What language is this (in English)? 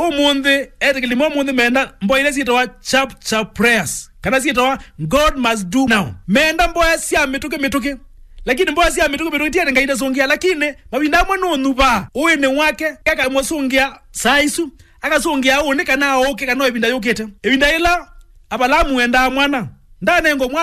Kamba